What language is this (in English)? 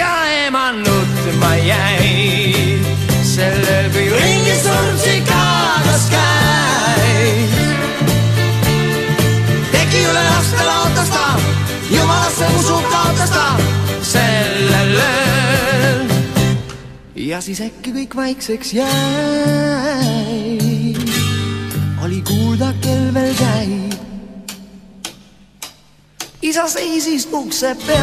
Estonian